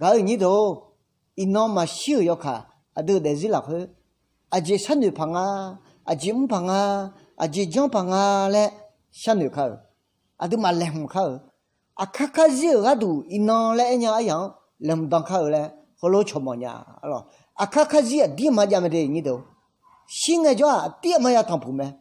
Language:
Akha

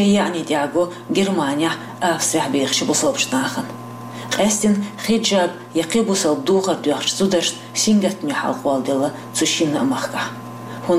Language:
Chechen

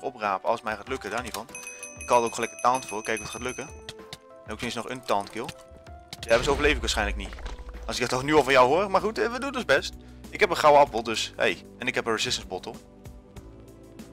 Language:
Dutch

